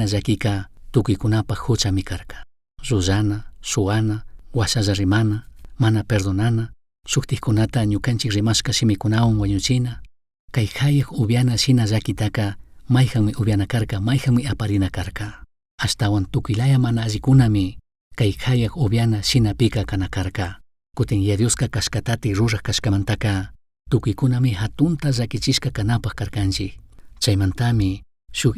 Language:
Chimborazo Highland Quichua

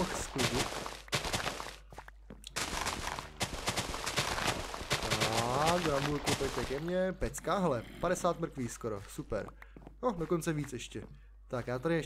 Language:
Czech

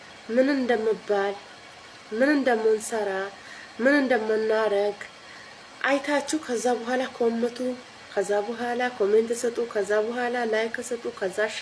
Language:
Amharic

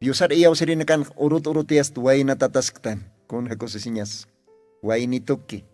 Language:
Aymara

